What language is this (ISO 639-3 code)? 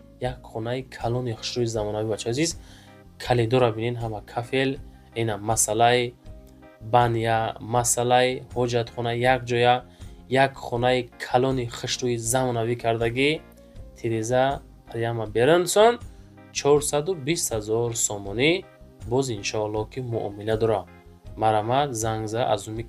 tgk